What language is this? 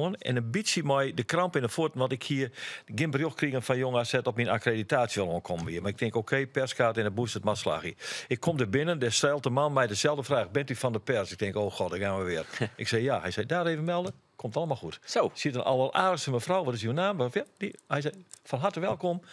Western Frisian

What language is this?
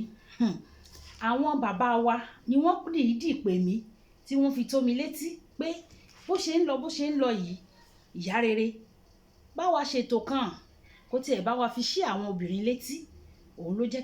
Yoruba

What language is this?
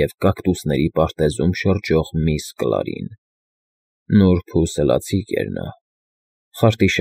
Armenian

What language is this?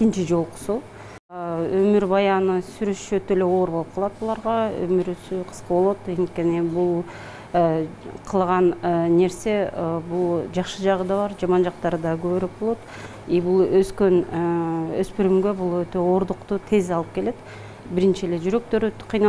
Kyrgyz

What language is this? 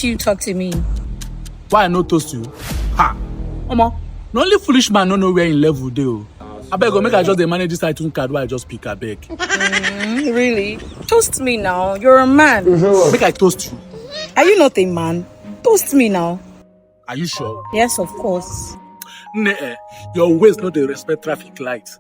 Nigerian Pidgin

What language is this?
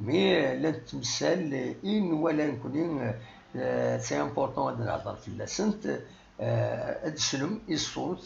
Kabyle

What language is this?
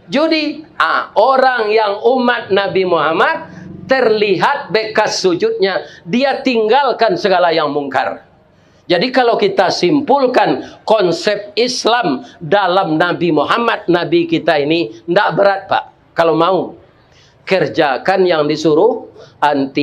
Minangkabau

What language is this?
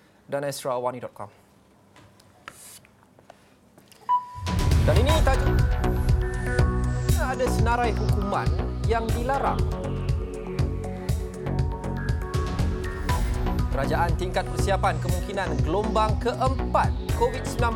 Malay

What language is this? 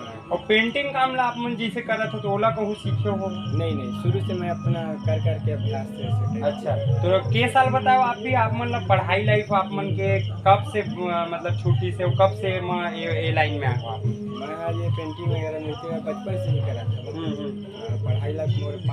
Chhattisgarhi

